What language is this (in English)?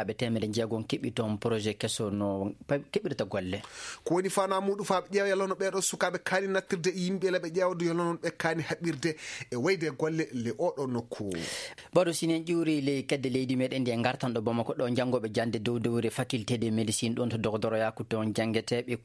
Fula